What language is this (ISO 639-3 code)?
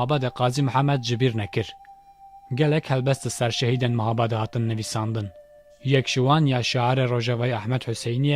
kur